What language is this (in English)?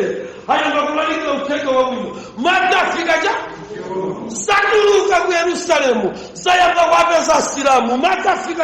Nyanja